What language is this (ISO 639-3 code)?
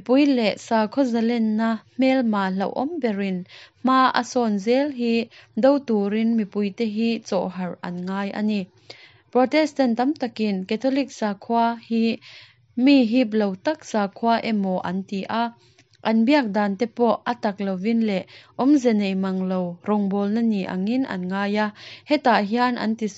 lus